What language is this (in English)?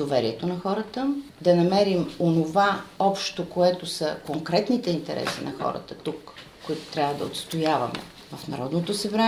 Bulgarian